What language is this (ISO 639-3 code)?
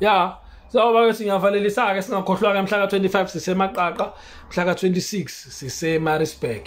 zul